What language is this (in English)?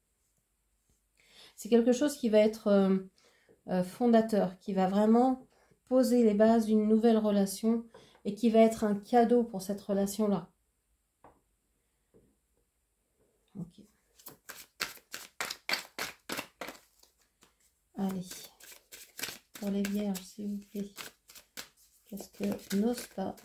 French